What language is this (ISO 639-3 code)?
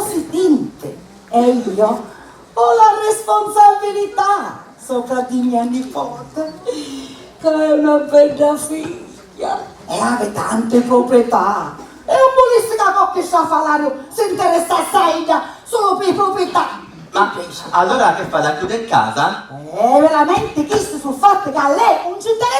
scn